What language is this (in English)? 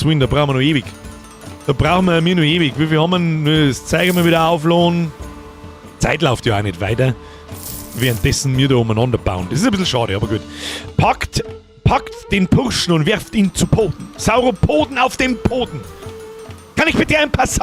Bavarian